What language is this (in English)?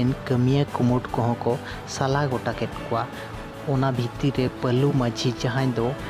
Santali